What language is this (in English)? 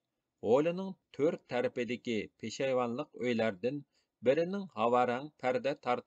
Uyghur